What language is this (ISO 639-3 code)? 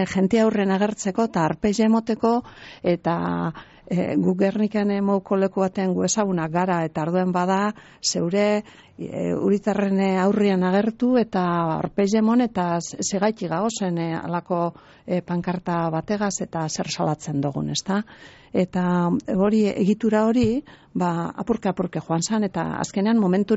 eus